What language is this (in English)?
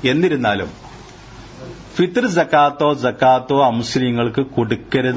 Malayalam